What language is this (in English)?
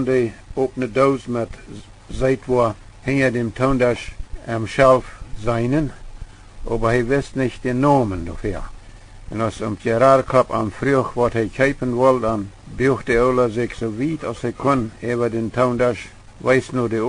Plautdietsch